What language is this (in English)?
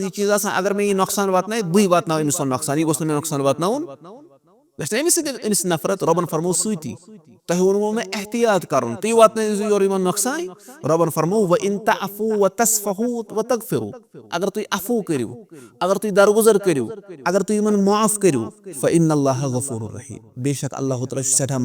Kashmiri